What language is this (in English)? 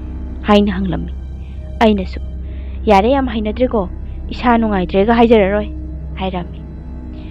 Manipuri